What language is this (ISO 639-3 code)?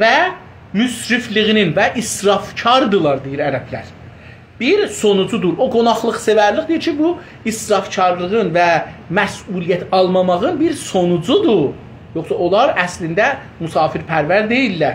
azb